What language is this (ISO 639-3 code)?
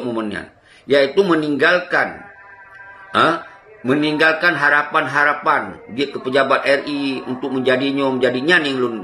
ace